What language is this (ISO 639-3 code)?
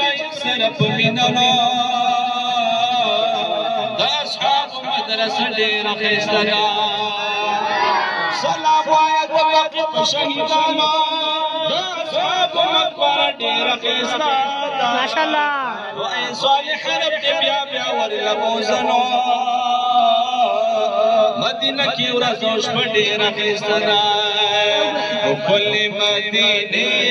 pus